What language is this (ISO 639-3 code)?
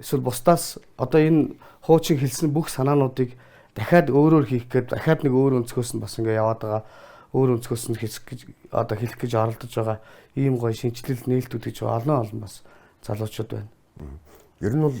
mon